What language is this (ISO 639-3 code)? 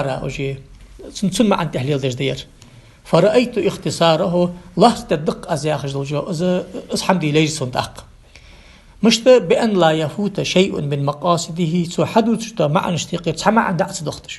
inh